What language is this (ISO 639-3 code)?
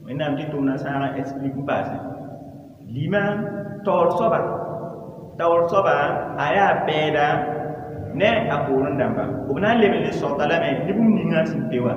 mos